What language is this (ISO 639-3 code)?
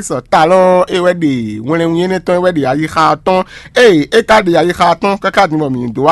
fon